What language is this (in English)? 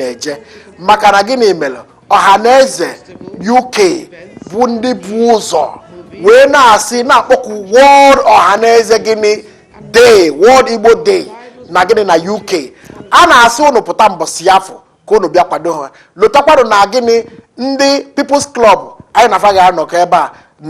Igbo